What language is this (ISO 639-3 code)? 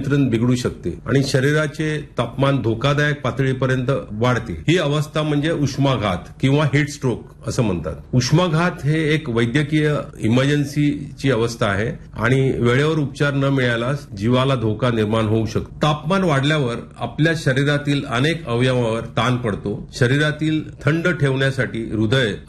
mar